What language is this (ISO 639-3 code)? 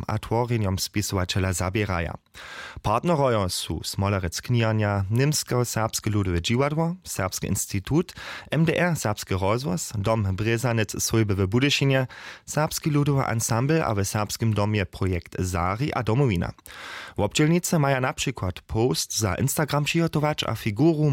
hsb